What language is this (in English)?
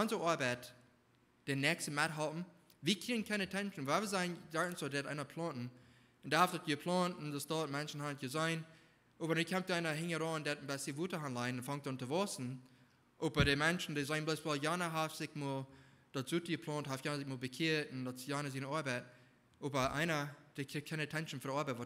Plautdietsch